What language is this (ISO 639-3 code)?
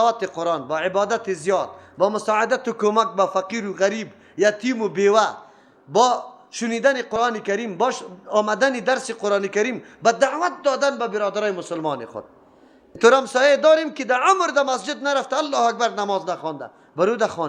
fas